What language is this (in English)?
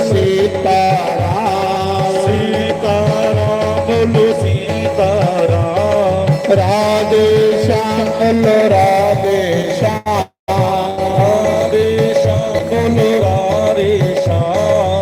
Dogri